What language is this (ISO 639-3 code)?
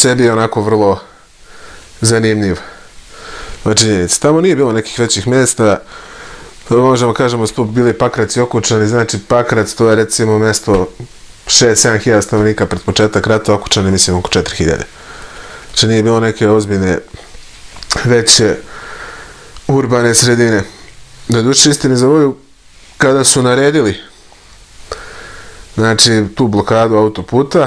srp